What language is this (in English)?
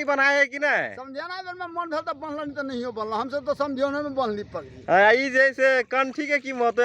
Magahi